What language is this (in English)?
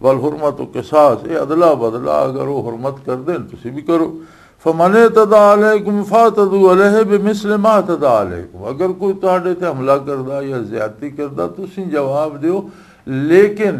Western Panjabi